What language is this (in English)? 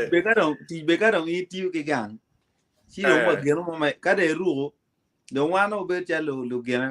Acoli